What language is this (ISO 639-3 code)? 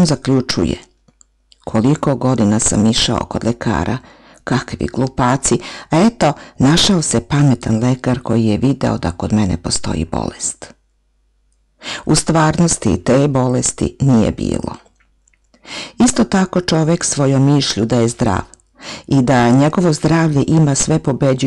srp